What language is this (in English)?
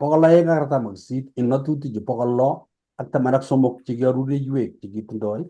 Kalenjin